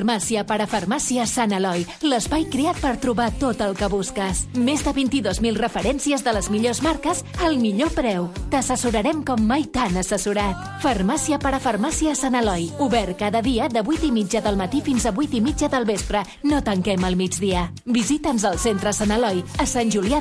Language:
Catalan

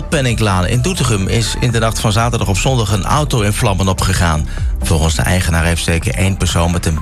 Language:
Dutch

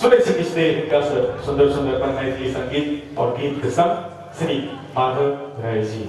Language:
Maithili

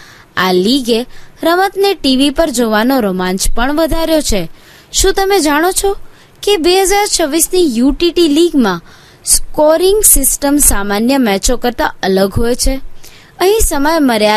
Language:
Gujarati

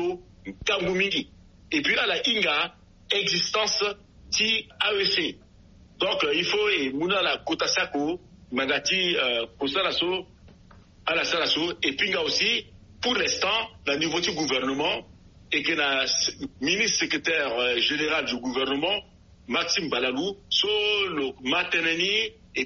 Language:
Sango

